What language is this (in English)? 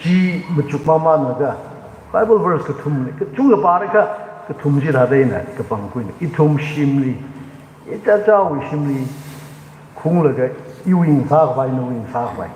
Tangkhul Naga (India)